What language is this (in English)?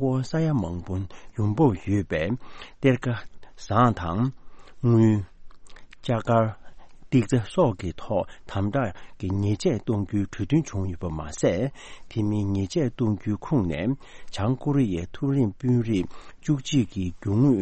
Tibetan